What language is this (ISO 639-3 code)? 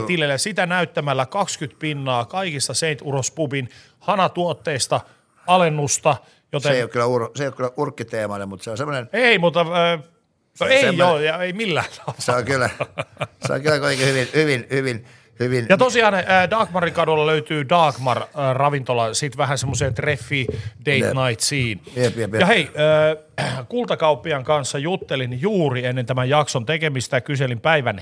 fin